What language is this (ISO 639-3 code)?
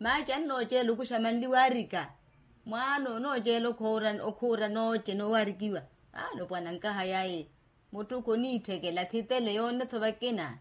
vmw